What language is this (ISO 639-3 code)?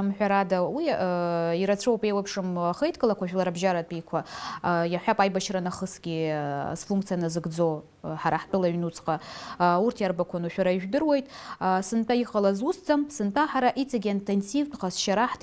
abk